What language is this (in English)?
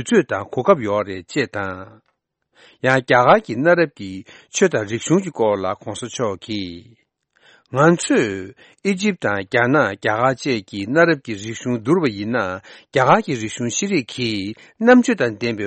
Tibetan